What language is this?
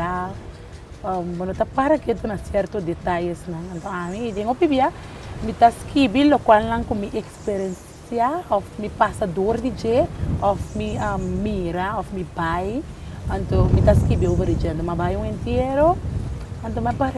Papiamento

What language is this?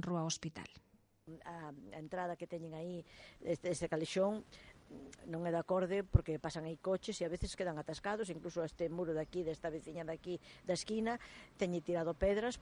Galician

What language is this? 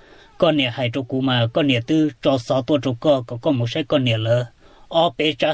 Hmong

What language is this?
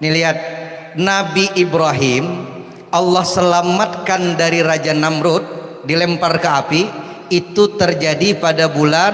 Banjar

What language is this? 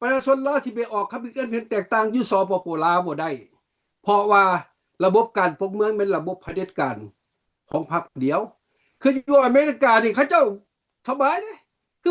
Lao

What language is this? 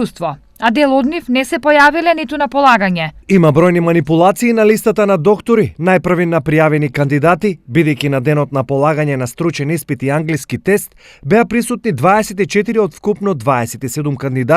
Macedonian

